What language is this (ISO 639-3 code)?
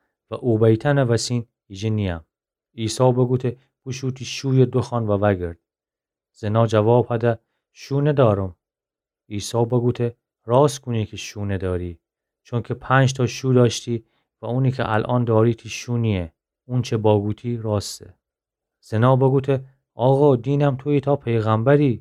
glk